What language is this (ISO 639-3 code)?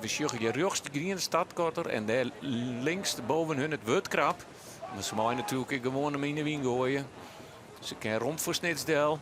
fry